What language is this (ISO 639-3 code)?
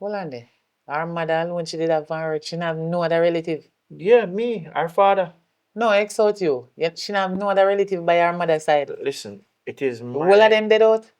jam